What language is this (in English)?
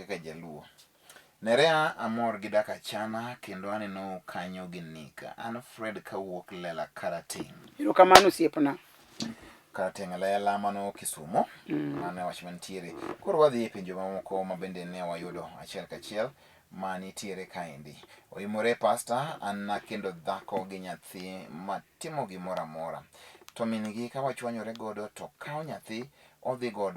Luo (Kenya and Tanzania)